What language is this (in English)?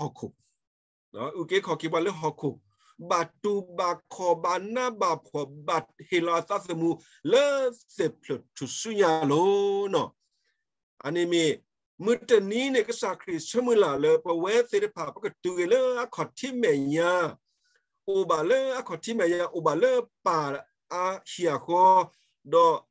S'gaw Karen